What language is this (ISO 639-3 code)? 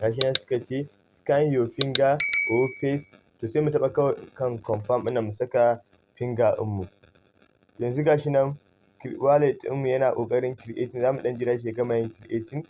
hau